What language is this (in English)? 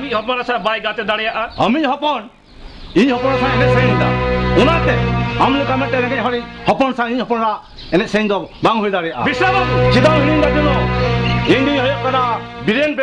Santali